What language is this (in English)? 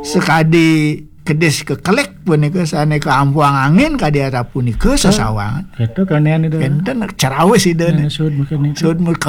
Balinese